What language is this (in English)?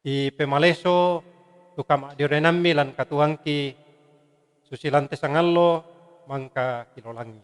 Toraja-Sa'dan